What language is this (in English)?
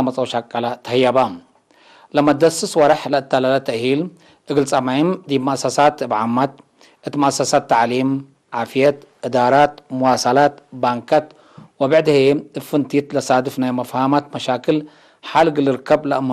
Tigre